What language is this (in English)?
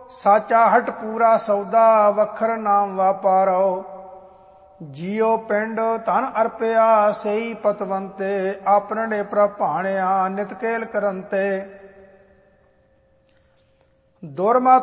Punjabi